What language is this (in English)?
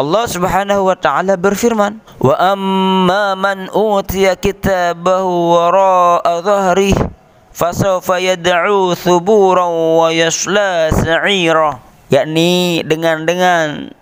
Sasak